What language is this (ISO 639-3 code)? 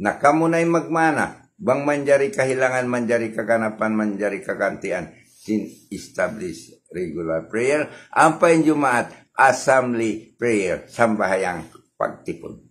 tsg